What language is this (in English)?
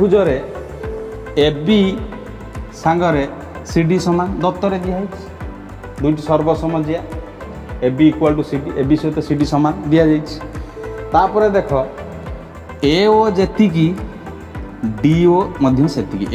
Odia